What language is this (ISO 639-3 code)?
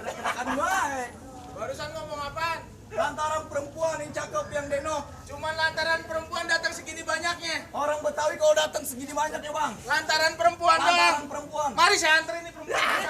bew